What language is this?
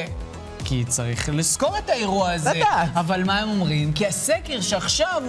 Hebrew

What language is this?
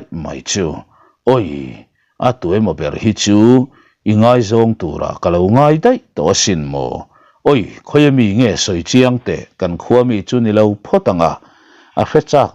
Mizo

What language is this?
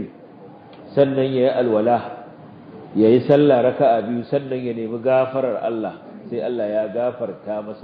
Hausa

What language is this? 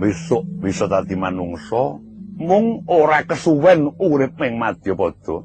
Javanese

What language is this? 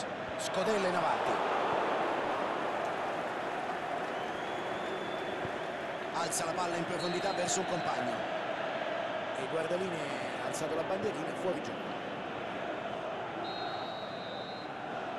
Italian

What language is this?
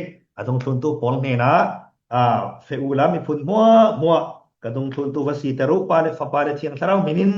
Falam Chin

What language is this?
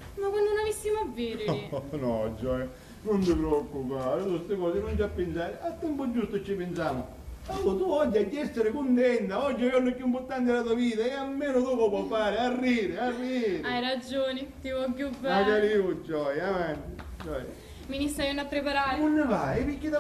Sicilian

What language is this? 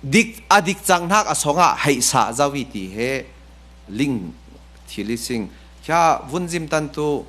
Falam Chin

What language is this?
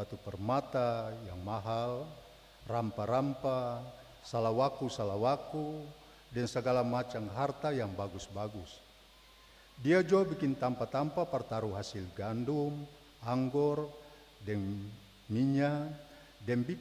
Ambonese Malay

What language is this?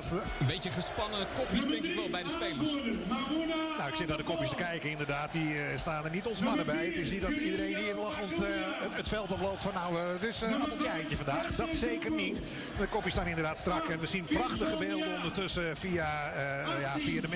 Dutch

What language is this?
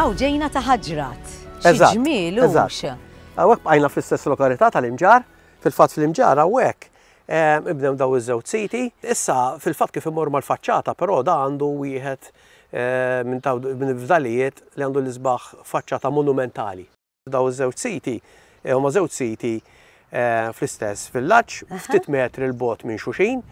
Maltese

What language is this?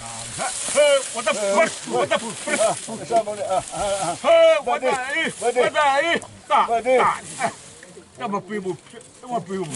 Xavánte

